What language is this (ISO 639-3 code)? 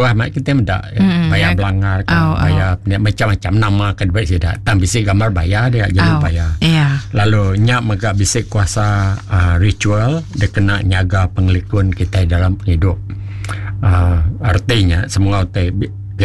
iba